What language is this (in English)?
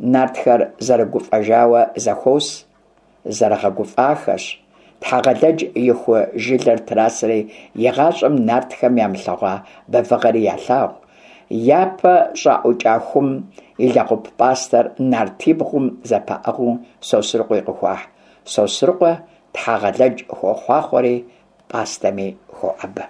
Kabardian